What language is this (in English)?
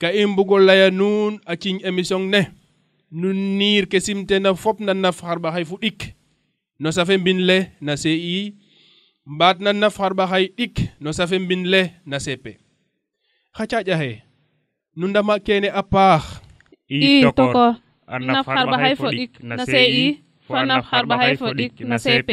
Serer